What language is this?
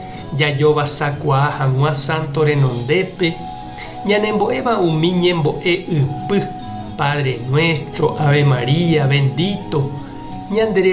Guarani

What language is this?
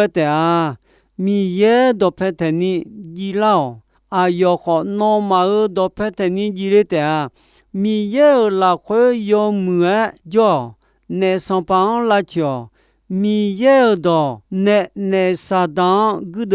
Akha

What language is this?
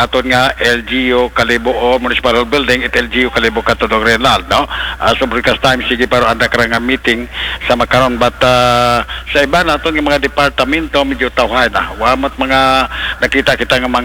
Aklanon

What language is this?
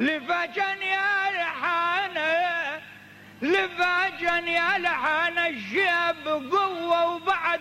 Mesopotamian Arabic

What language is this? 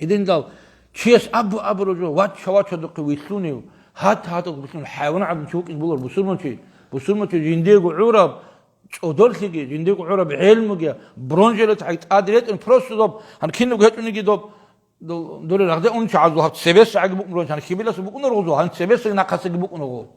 Avaric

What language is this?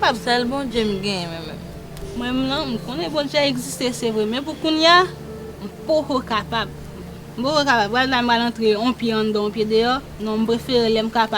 Haitian Creole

